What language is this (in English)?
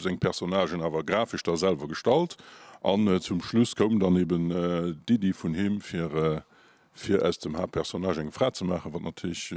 Luxembourgish